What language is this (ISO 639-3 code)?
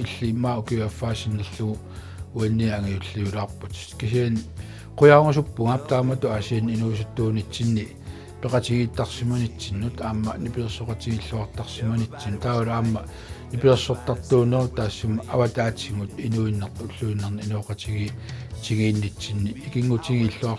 kal